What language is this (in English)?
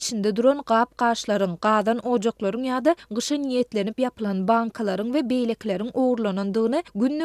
Turkmen